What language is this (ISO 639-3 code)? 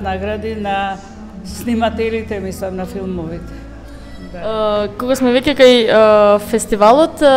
mkd